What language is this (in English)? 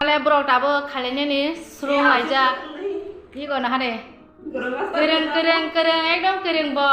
Kok Borok